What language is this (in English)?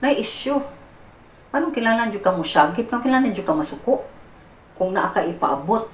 Cebuano